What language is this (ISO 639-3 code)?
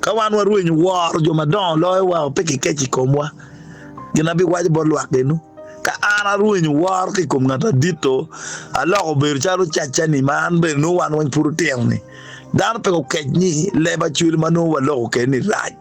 ach